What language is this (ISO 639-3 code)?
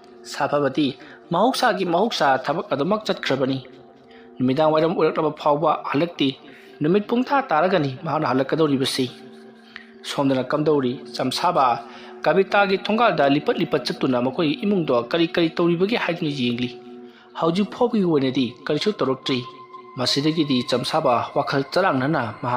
mni